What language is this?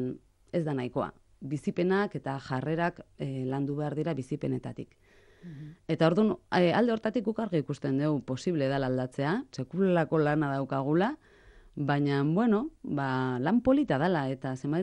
Basque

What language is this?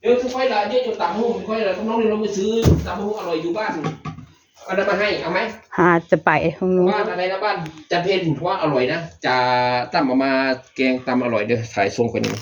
Northeastern Thai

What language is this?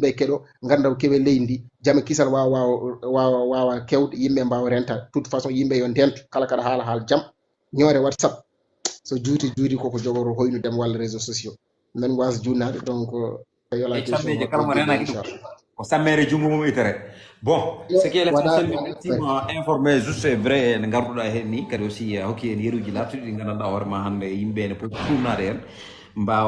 Fula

